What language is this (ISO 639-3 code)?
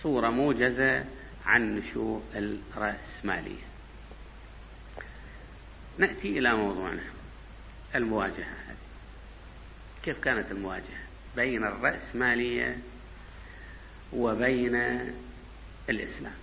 ara